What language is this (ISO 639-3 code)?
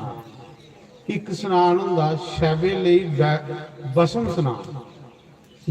doi